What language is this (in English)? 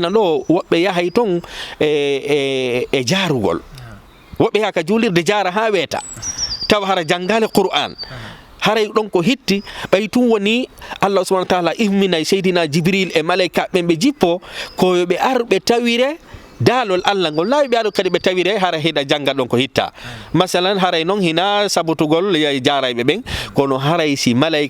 Fula